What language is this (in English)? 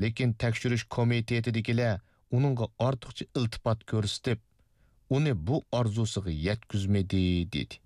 Uyghur